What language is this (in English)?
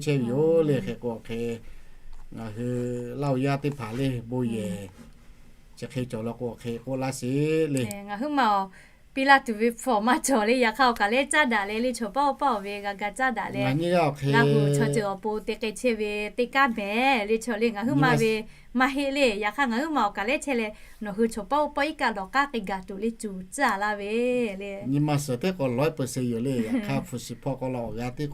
Lahu